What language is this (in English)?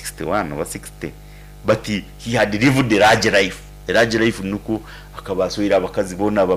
Nyankole